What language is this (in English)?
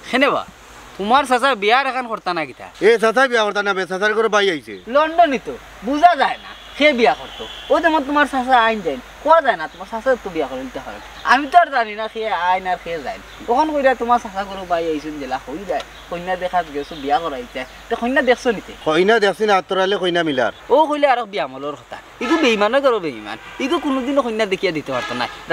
Sylheti